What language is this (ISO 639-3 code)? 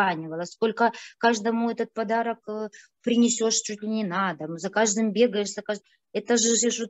rus